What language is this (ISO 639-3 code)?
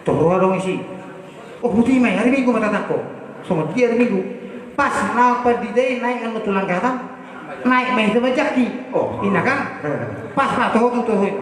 bbc